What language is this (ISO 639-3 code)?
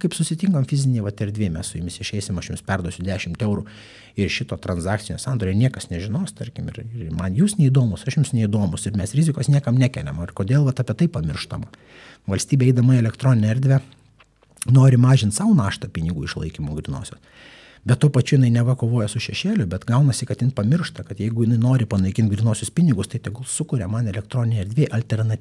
lit